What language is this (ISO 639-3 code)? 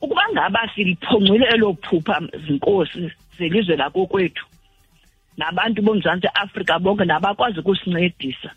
xho